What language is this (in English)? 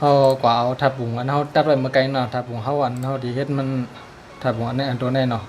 Shan